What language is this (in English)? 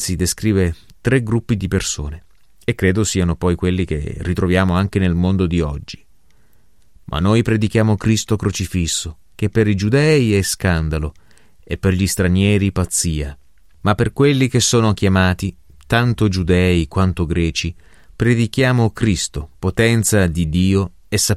Italian